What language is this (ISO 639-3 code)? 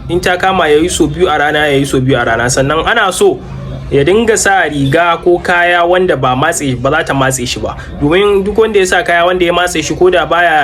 hau